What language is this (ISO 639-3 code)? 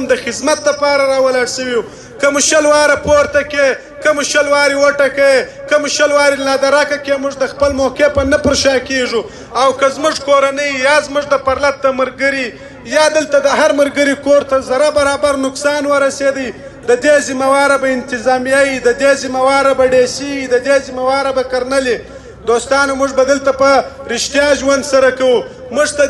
pus